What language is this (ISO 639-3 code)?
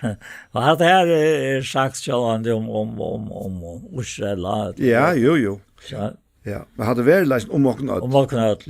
fao